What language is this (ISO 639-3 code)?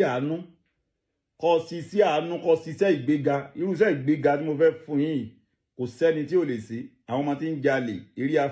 yor